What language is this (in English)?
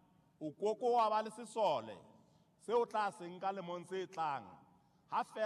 Southern Sotho